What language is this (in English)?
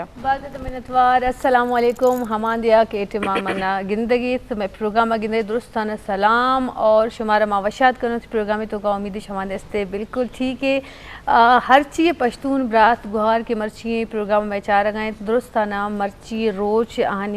Eastern Balochi